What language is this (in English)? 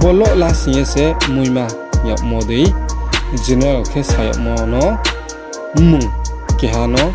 Riang (India)